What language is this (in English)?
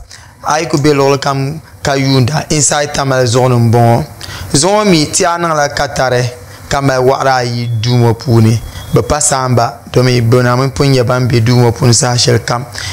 Dagbani